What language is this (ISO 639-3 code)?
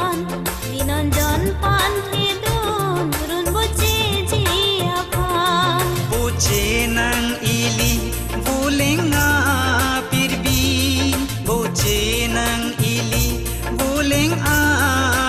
mjw